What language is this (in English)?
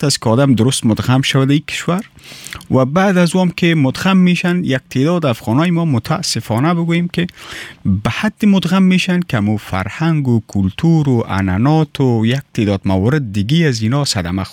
Persian